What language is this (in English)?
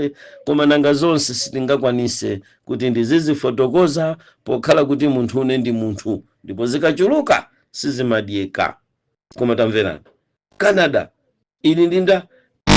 Nyanja